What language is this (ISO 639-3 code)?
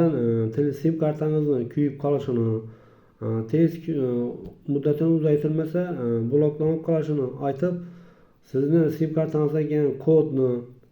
uzb